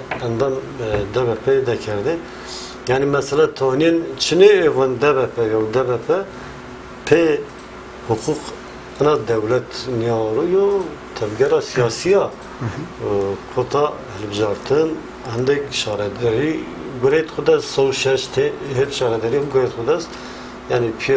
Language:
Zaza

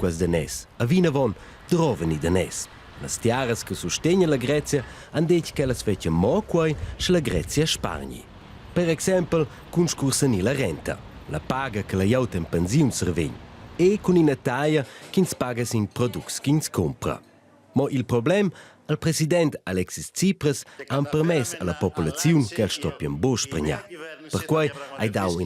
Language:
Romansh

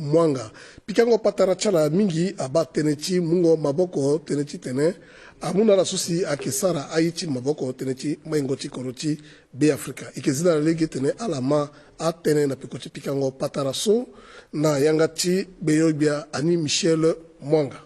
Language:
Sango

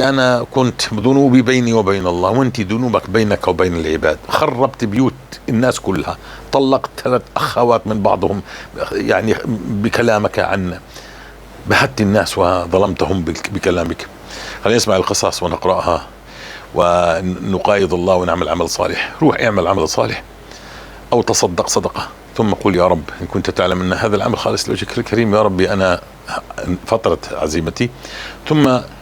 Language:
North Levantine Arabic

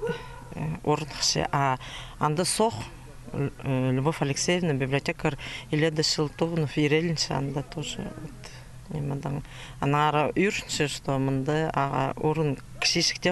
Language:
Khakas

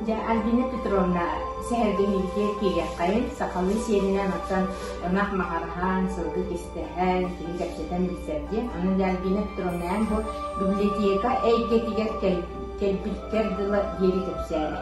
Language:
Yakut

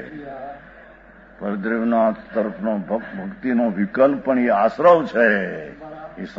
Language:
Gujarati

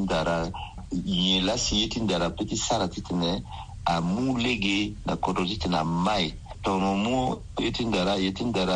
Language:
Sango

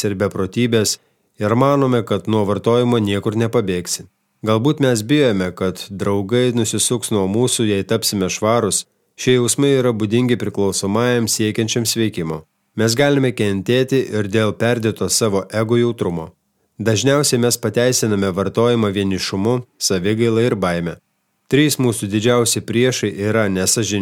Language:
Lithuanian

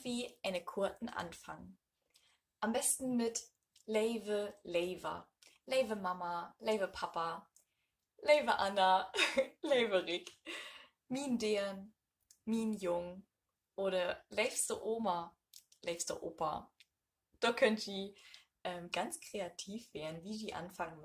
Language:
Low German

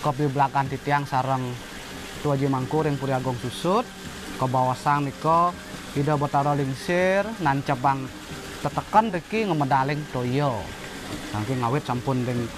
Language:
Balinese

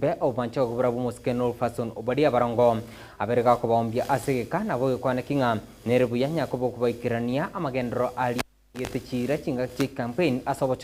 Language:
Gusii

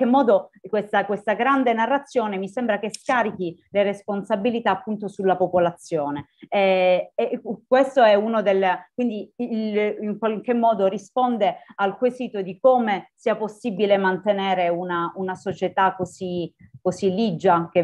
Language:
Italian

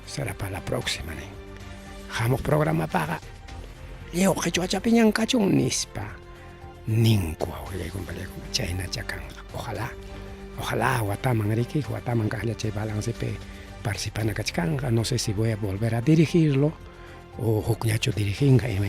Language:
Ayacucho Quechua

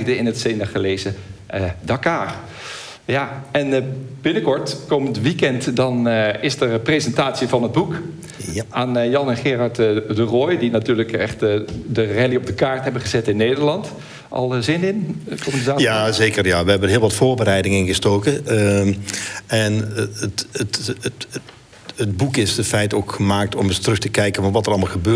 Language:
Dutch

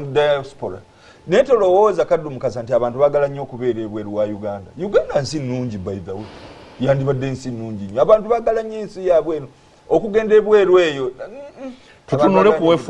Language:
Ganda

